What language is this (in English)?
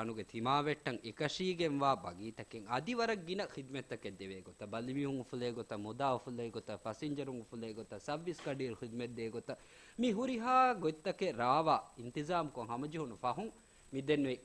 Divehi